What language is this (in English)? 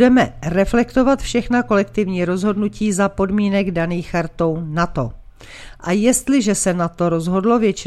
Czech